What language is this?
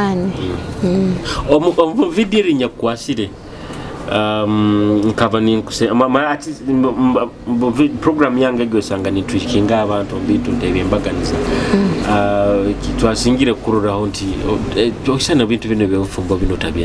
Nyoro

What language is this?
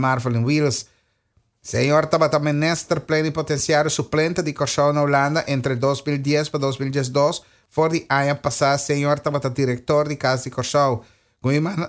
Papiamento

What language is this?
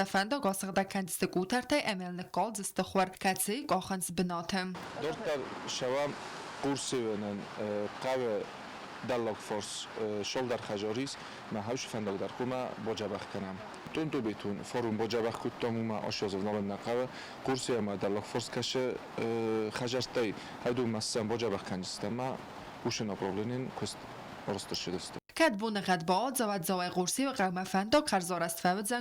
Ossetic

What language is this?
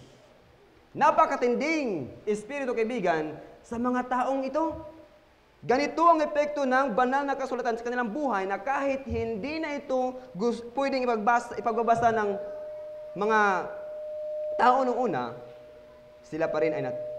Filipino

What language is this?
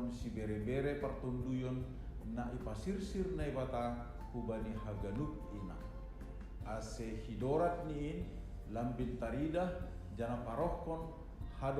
Batak Simalungun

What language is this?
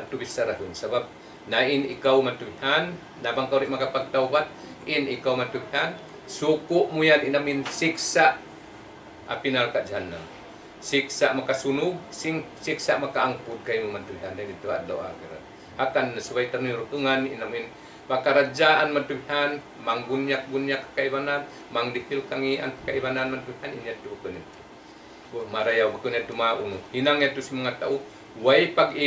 Tausug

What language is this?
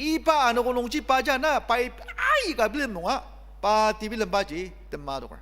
Ao Naga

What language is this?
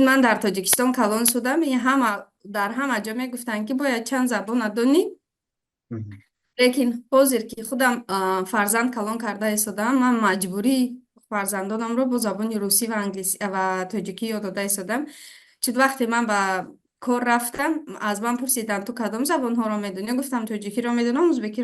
Tajik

